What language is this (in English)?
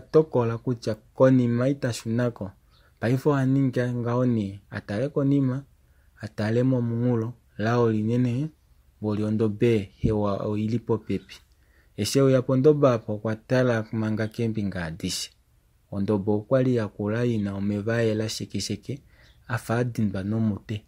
Kuanyama